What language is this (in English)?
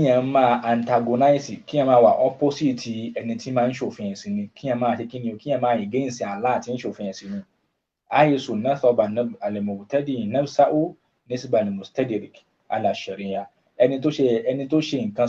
Yoruba